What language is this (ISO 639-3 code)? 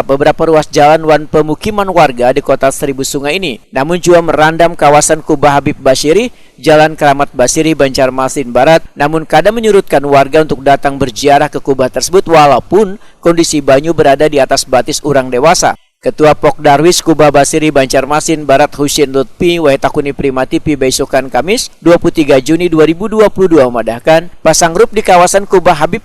bjn